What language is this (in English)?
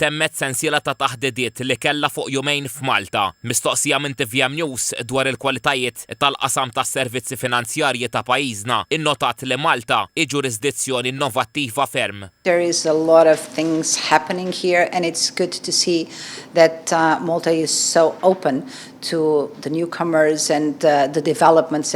Maltese